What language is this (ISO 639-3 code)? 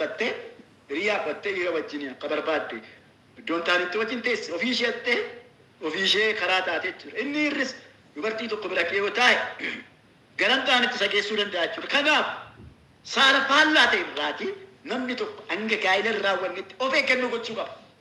orm